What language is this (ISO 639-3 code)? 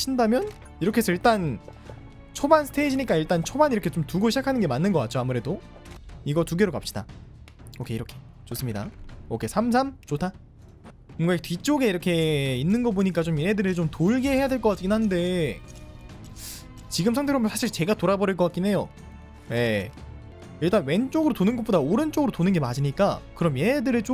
kor